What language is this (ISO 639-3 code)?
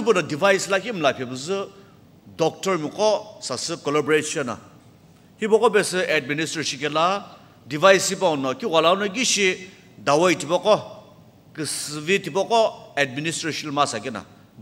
nsm